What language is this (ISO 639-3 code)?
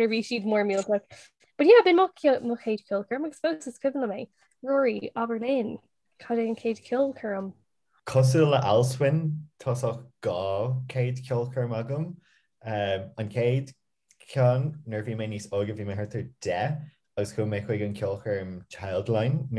gle